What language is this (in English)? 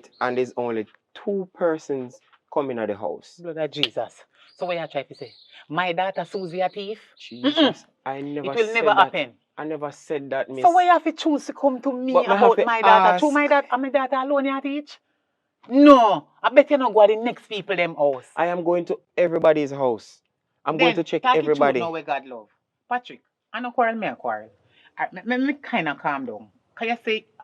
Jamaican Creole English